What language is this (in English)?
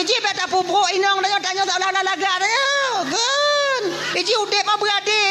Achinese